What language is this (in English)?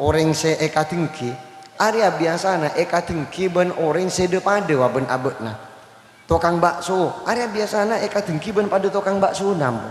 Madurese